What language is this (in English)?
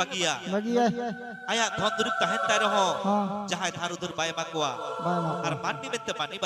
Santali